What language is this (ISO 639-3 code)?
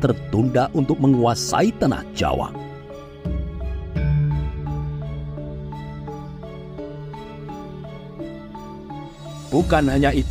ind